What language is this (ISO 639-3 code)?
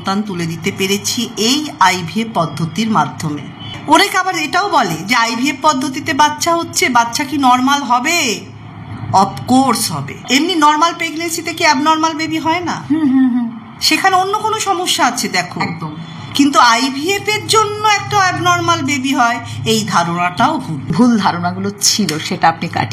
ben